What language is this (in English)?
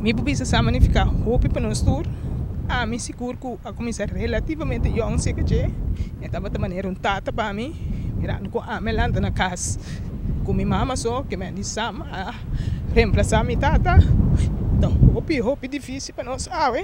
Papiamento